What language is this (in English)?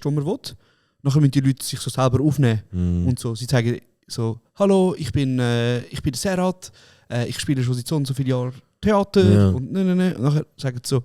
Swiss German